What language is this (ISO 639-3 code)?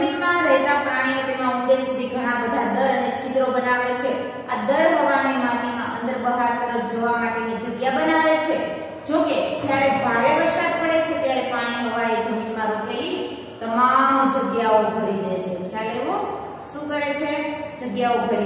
guj